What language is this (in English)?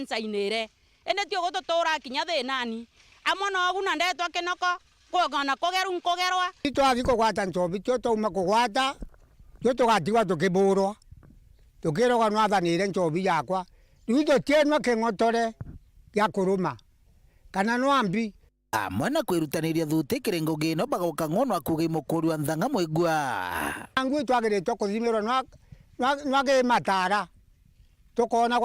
Meru